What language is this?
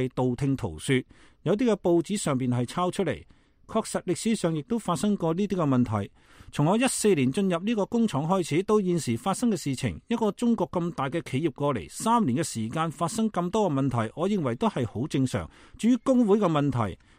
Cantonese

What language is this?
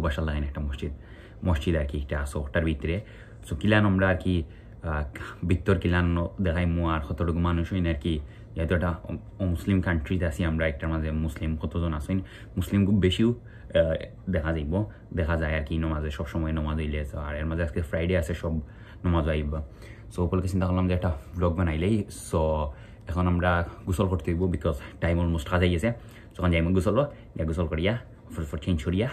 Sylheti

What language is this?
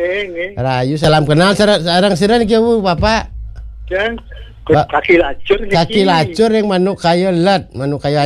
Balinese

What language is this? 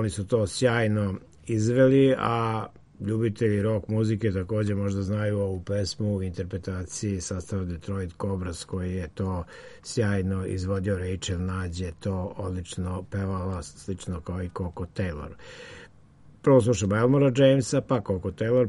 Serbian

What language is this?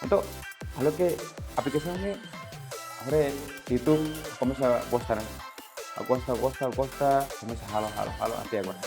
Tetum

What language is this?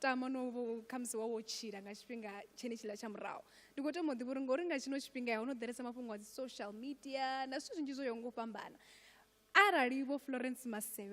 Venda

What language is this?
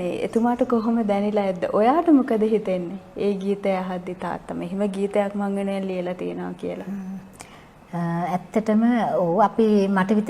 Sinhala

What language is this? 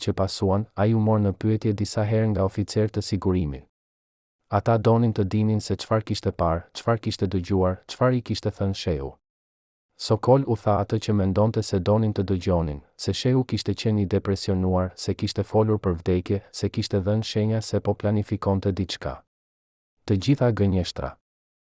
Albanian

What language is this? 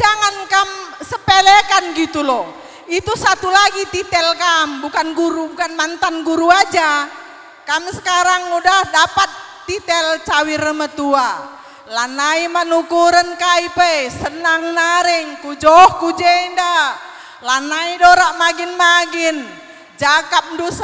Batak Karo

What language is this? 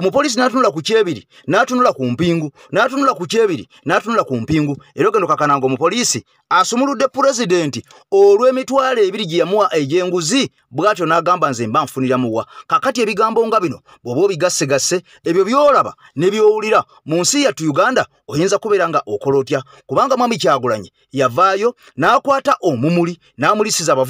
Ganda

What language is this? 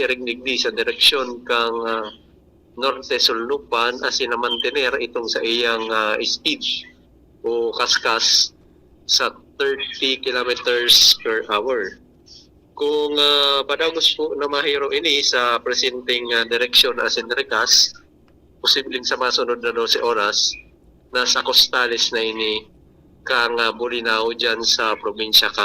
Bikol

